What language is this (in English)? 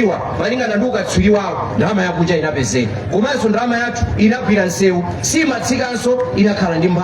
Nyanja